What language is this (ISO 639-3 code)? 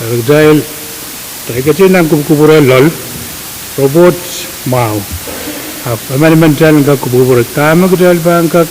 pon